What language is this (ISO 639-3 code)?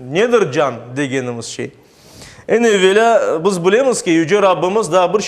crh